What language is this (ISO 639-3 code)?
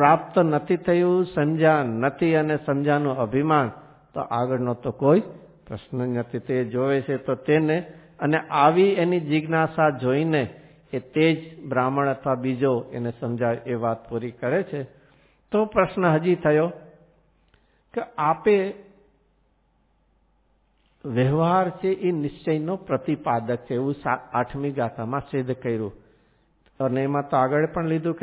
guj